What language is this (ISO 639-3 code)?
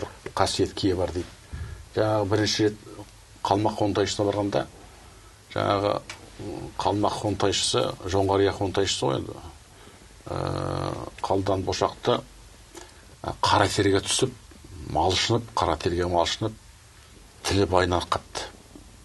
kaz